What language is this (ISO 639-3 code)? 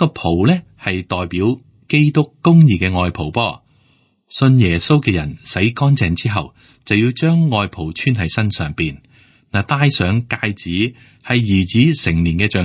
yue